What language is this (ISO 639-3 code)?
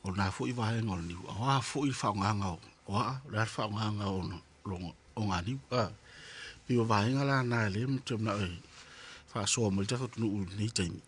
smo